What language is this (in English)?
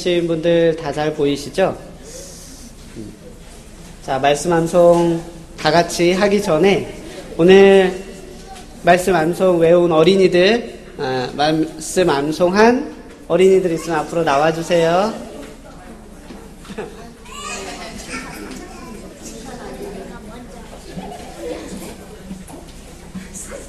Korean